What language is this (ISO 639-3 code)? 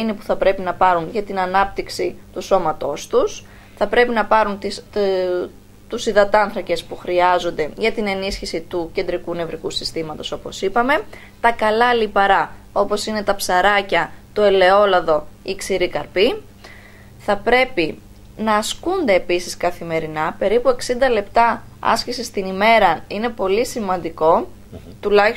ell